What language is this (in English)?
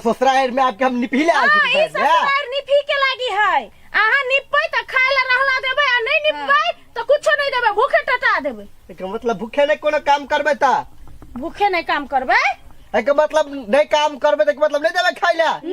Maithili